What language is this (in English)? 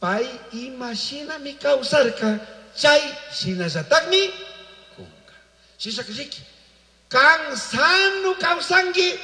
Chimborazo Highland Quichua